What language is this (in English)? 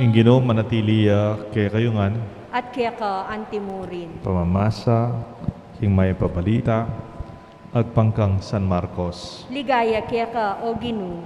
Pampanga